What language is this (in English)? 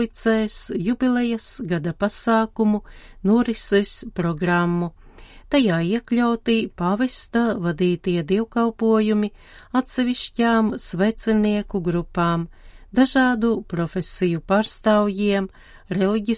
Latvian